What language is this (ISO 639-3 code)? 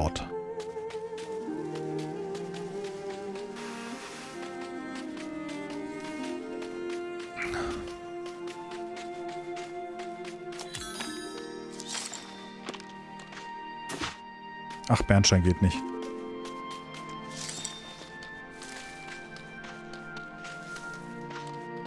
deu